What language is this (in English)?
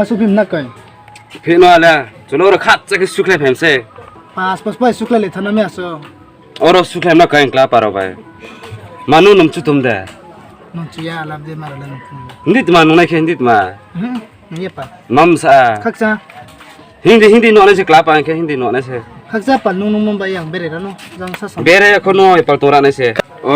Riang (India)